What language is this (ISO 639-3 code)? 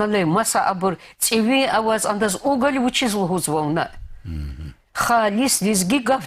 lez